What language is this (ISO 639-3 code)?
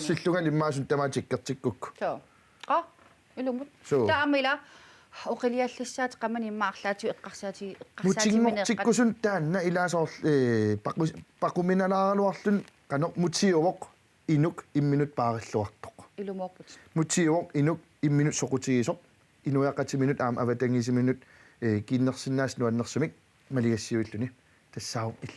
kal